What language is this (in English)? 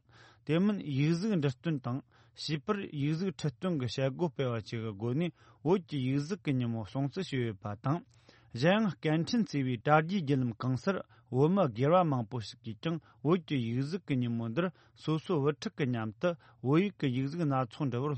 Tibetan